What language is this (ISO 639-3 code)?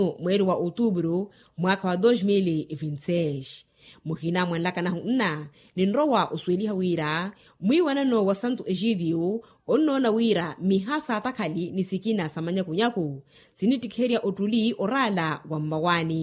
vmw